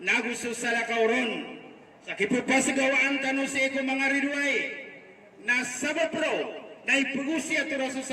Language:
Maranao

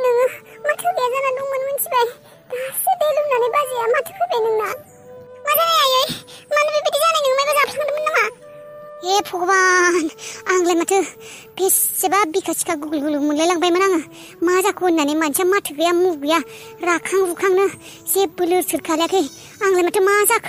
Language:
Bodo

